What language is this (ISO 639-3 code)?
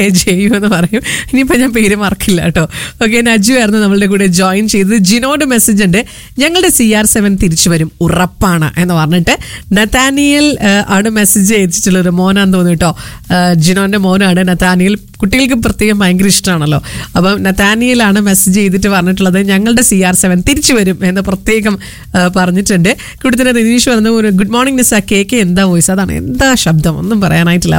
mal